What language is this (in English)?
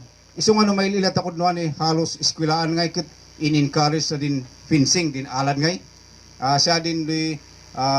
Kankanaey